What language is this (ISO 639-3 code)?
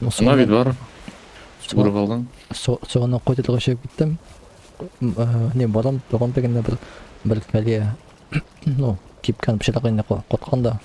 tat